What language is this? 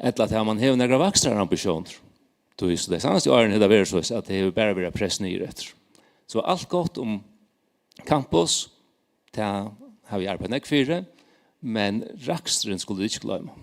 Faroese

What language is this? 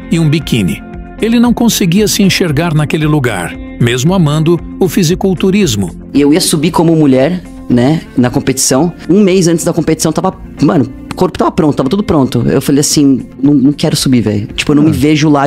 Portuguese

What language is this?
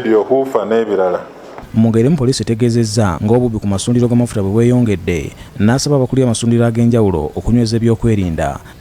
Ganda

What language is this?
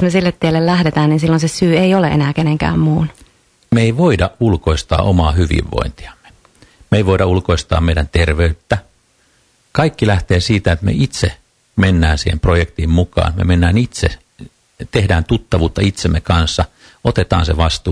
Finnish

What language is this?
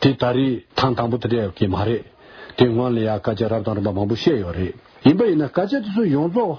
Tibetan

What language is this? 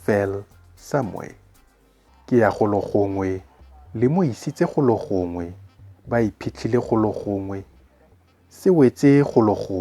Tswana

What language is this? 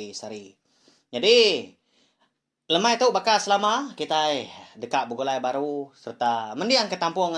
Iban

